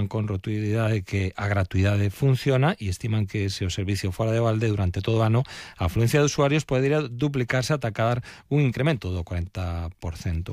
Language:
Galician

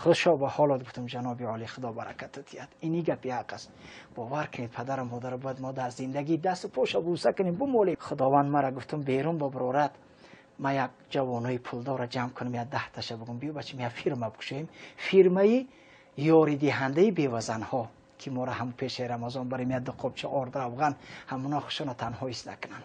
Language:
Tajik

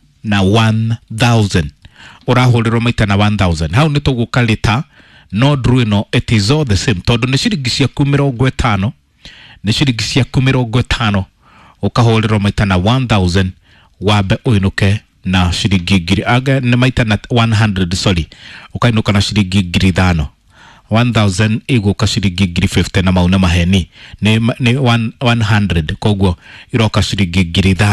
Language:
Kikuyu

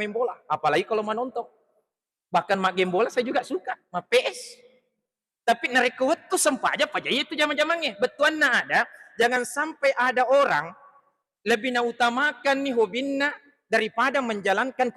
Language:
Buginese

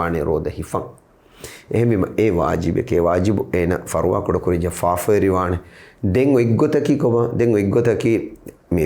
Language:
Divehi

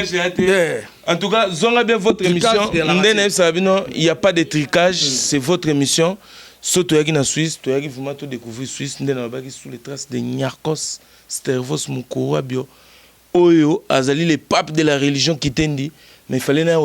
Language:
Lingala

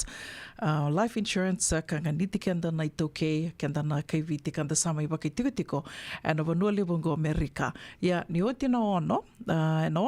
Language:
Fijian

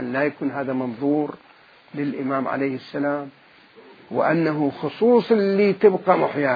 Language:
Mesopotamian Arabic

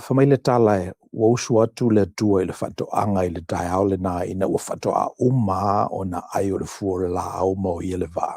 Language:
Samoan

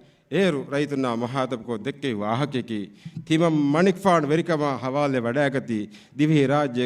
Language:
Divehi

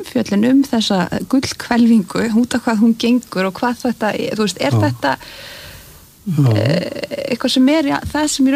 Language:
Icelandic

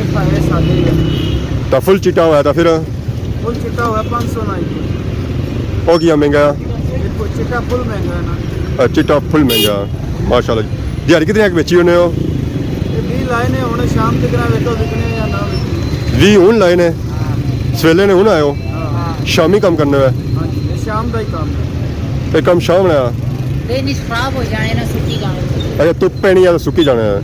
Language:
Pahari-Potwari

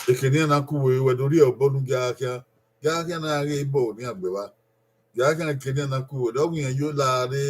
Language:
Bini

